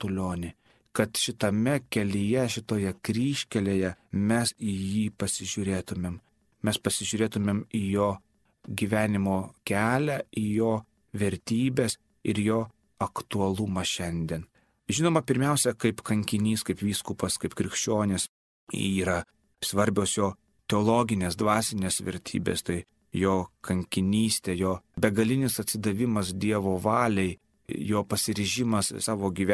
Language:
Lithuanian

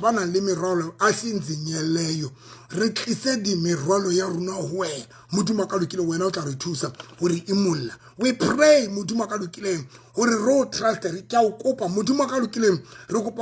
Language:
Southern Sotho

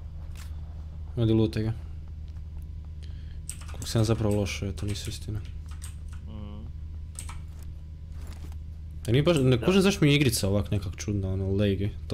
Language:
Croatian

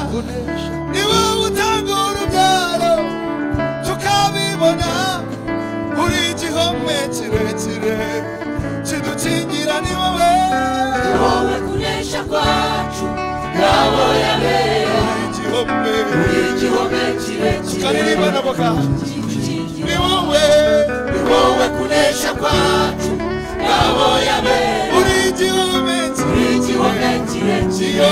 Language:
Kinyarwanda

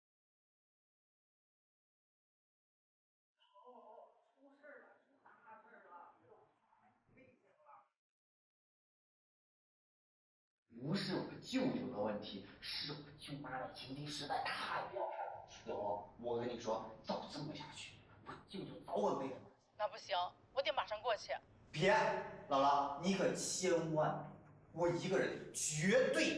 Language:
Chinese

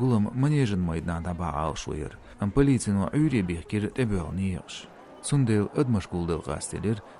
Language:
Chechen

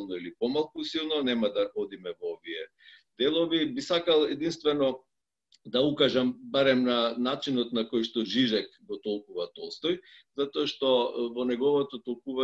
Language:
Macedonian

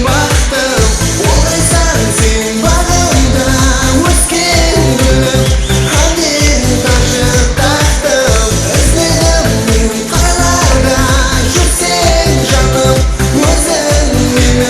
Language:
Kara-Kalpak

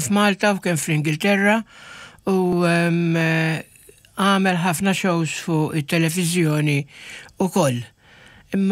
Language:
Maltese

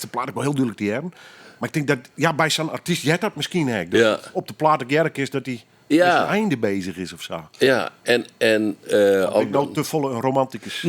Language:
Western Frisian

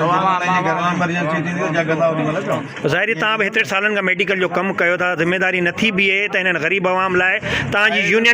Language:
Sindhi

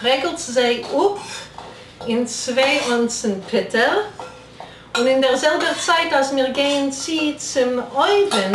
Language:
Yiddish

